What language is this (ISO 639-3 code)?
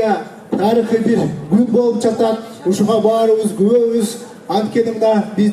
kir